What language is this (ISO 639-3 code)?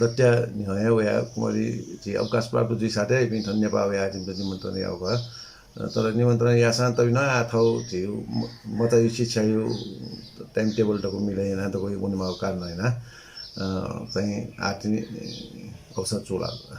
new